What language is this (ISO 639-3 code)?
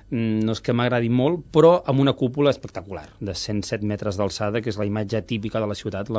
cat